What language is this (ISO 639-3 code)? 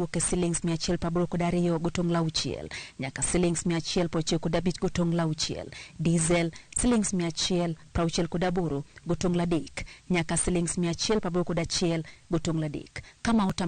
luo